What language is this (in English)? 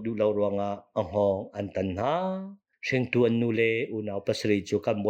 Hakha Chin